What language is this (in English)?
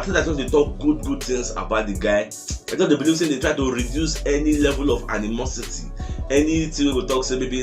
Nigerian Pidgin